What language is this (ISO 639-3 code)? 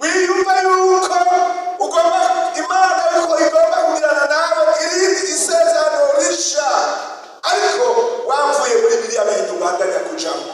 run